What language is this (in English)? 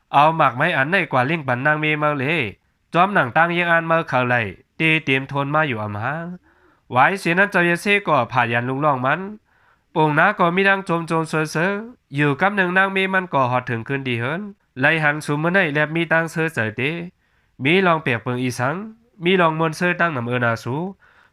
Shan